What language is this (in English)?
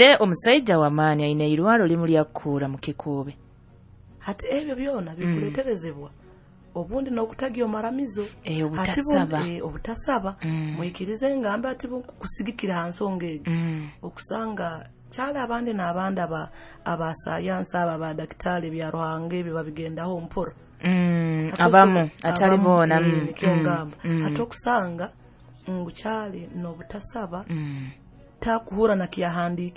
Nyoro